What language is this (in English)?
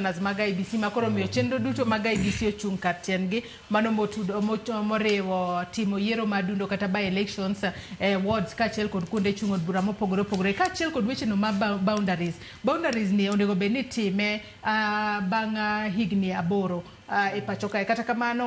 Luo (Kenya and Tanzania)